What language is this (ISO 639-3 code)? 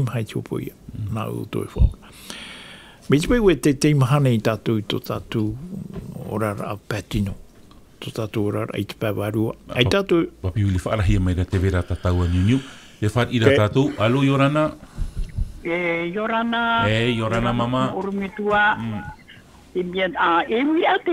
tah